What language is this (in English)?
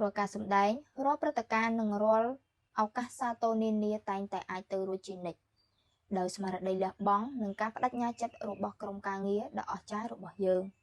Khmer